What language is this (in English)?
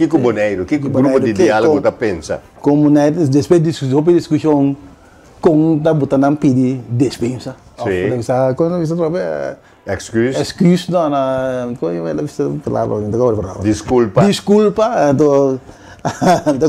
Papiamento